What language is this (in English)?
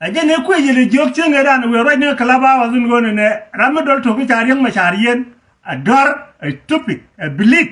Nuer